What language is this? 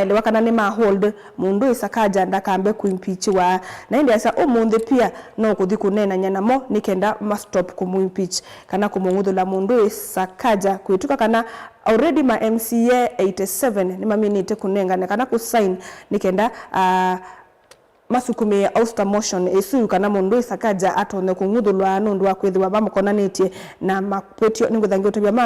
Kamba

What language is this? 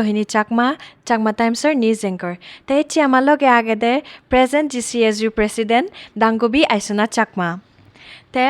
Chakma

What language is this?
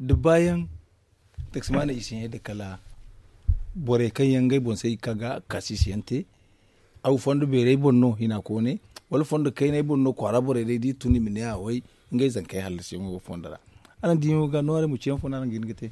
Zarma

